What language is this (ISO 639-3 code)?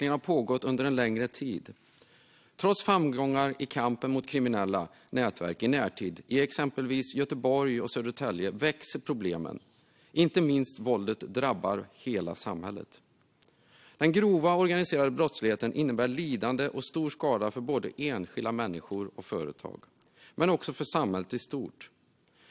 swe